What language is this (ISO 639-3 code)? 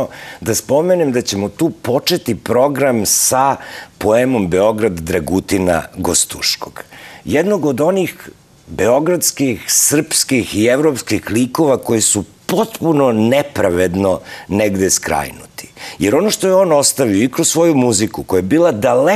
srp